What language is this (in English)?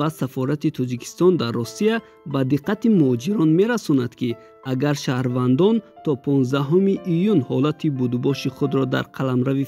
Tajik